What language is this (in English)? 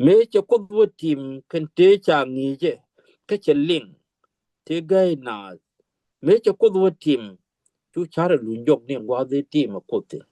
Nuer